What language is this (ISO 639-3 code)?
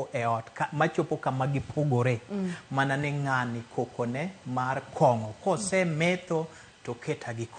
luo